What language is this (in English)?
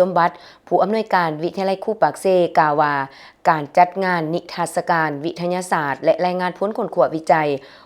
Lao